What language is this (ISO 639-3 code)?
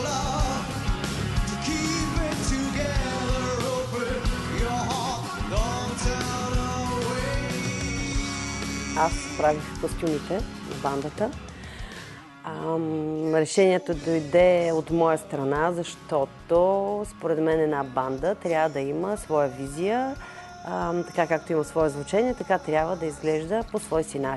bul